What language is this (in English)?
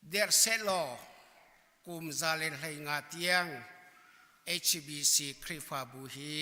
Hakha Chin